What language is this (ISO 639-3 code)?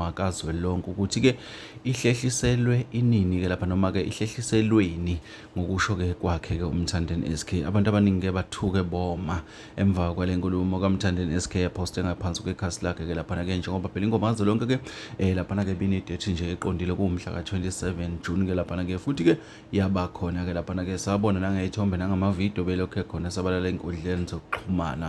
zul